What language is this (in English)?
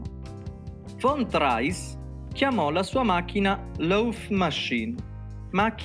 Italian